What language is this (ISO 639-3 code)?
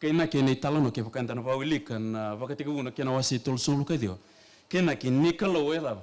fij